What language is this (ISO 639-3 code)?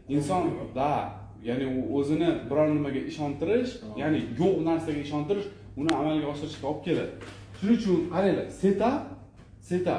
uzb